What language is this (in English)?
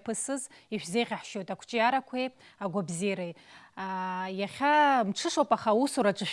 Abkhazian